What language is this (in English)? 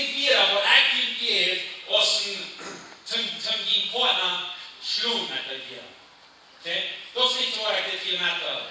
Plautdietsch